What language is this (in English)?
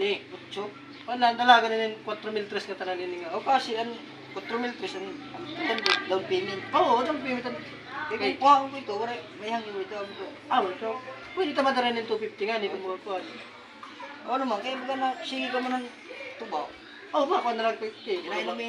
Waray